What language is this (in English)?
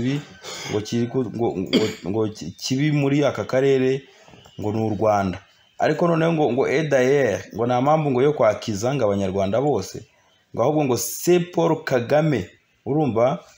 Kinyarwanda